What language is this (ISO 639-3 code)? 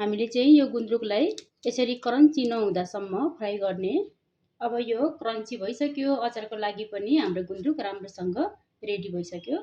nep